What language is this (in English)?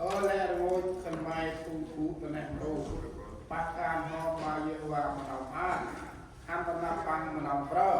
Central Mnong